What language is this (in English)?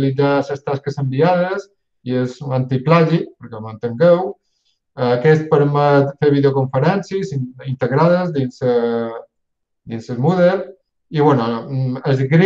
Catalan